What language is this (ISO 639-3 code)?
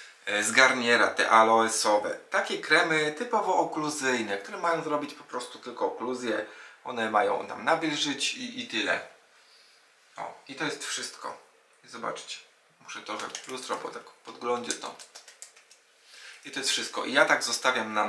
pol